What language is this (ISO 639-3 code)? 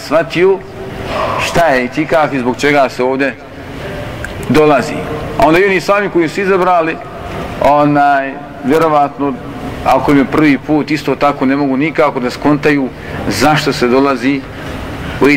bos